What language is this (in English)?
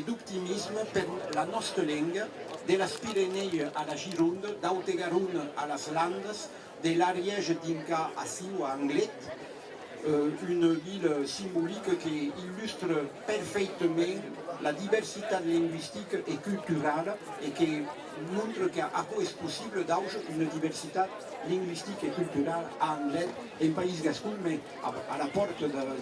Occitan